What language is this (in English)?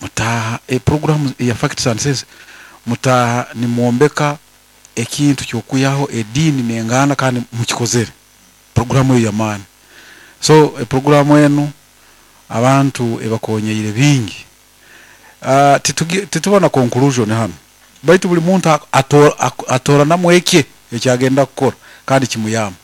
Nyoro